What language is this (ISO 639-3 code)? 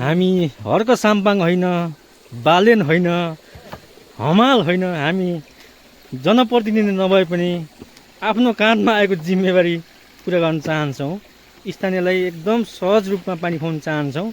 nep